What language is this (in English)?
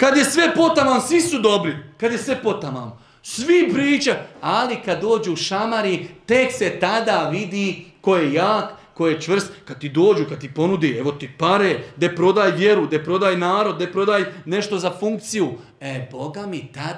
Bosnian